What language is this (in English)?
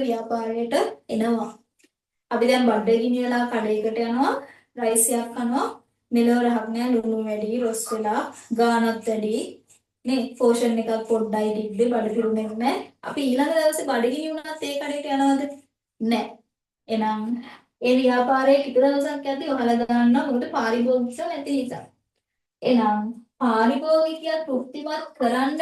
Sinhala